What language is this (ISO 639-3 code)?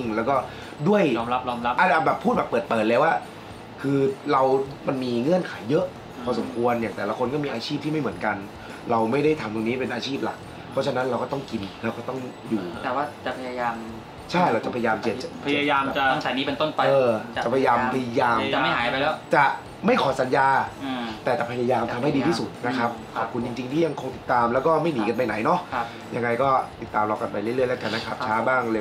tha